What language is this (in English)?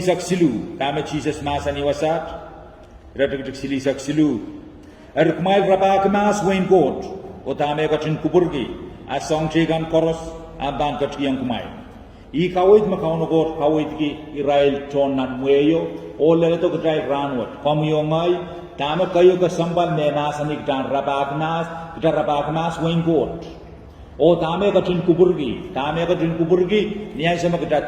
Pohnpeian